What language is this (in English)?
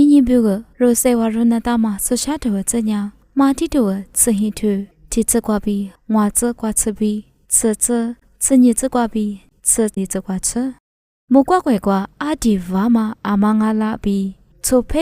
Lisu